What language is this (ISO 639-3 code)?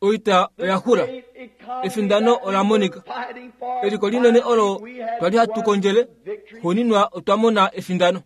kua